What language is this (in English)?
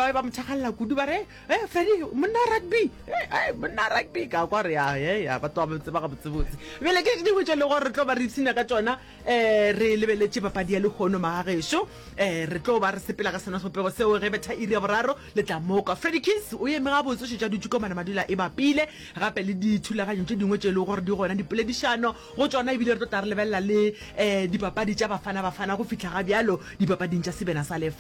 Northern Sotho